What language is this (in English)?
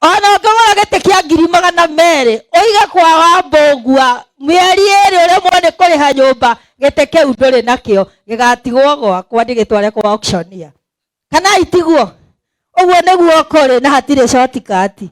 Kikuyu